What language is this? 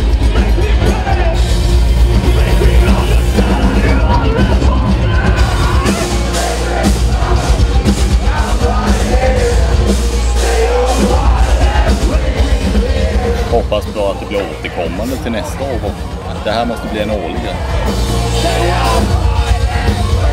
Swedish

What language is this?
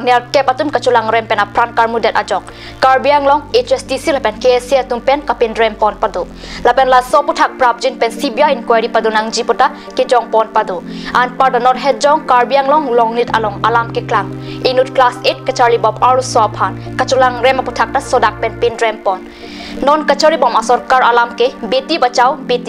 Karbi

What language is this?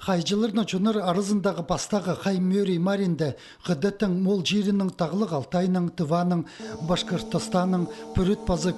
Khakas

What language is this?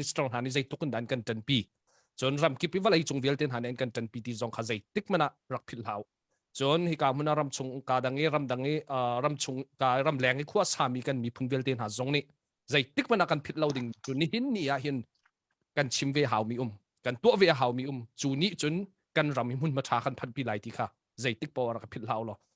Hakha Chin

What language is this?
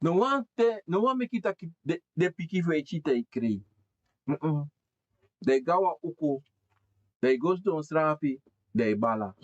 Sranan Tongo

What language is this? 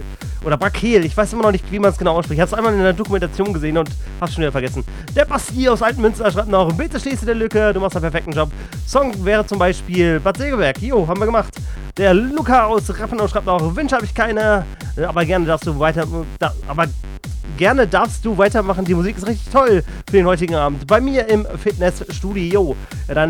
German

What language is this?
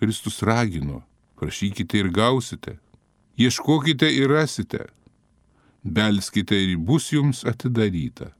Lithuanian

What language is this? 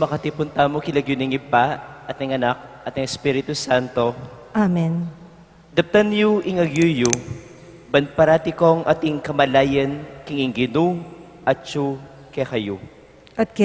Pampanga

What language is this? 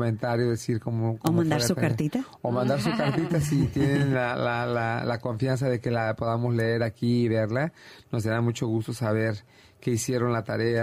Spanish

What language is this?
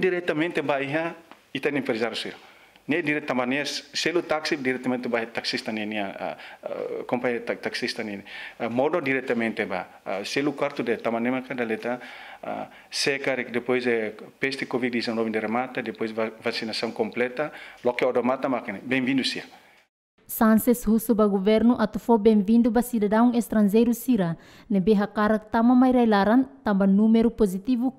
Tetum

